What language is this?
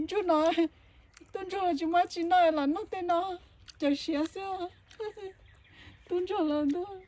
Hmong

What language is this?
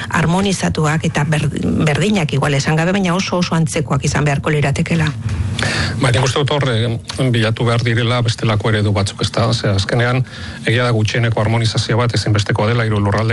Basque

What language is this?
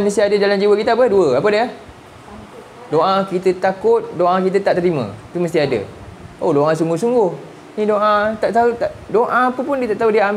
Malay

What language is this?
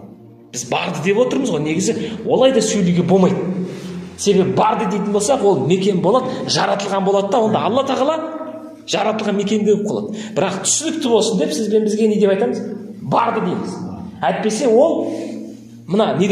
Kazakh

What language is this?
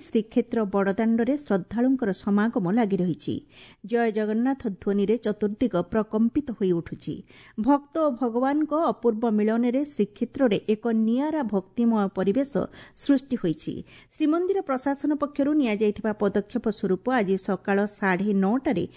Odia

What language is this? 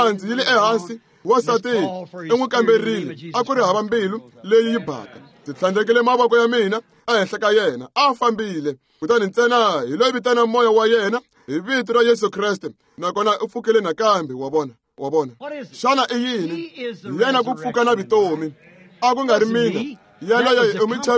Tsonga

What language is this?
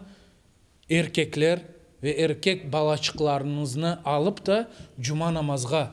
Crimean Tatar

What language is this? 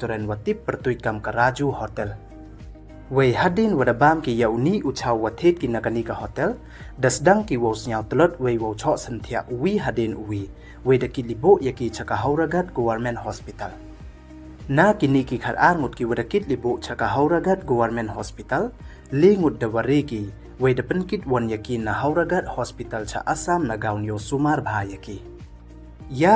Pnar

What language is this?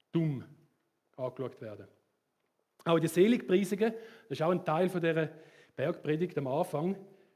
Swiss German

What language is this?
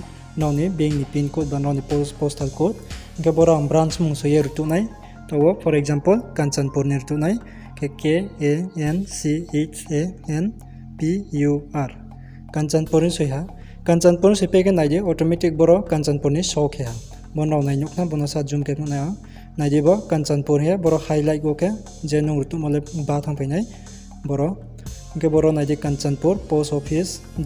Riang (India)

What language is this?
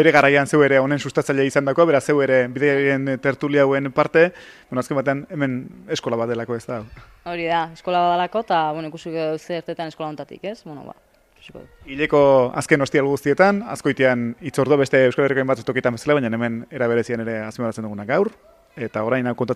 Basque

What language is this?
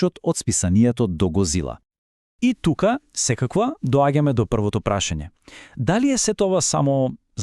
Macedonian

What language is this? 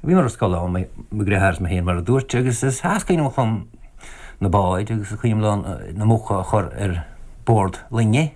Irish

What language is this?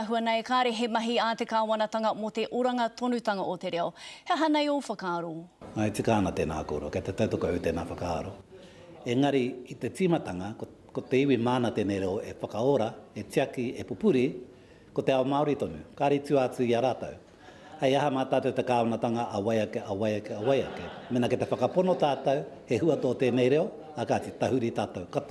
Māori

